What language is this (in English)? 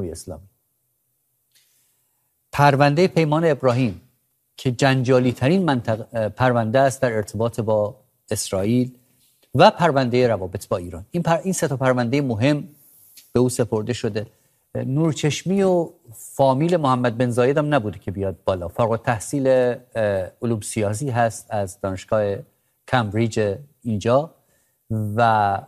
Persian